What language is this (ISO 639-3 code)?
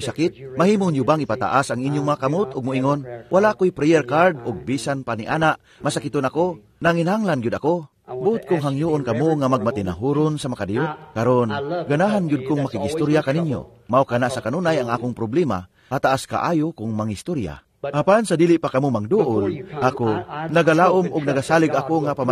ceb